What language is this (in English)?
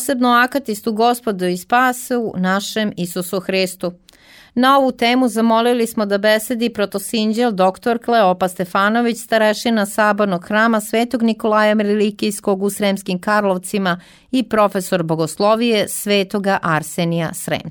Serbian